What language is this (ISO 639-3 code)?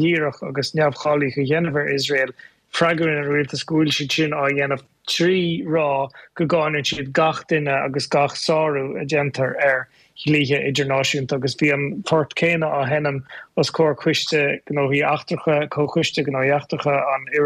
gle